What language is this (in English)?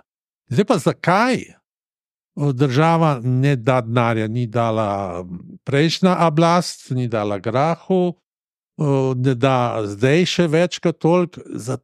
Slovenian